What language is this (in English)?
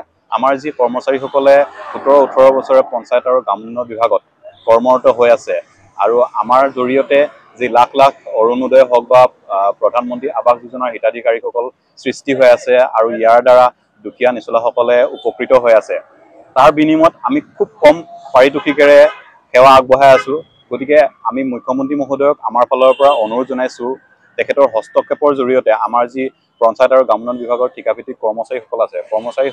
Assamese